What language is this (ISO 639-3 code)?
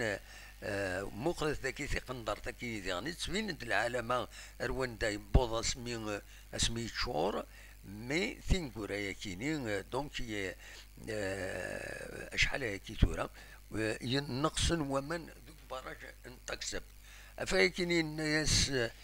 kab